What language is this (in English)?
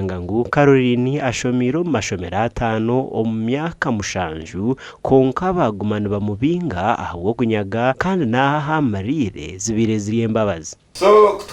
Nyankole